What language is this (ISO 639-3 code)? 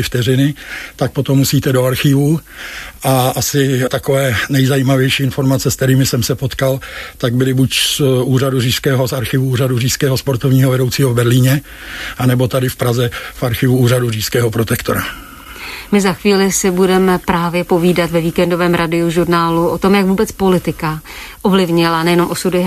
ces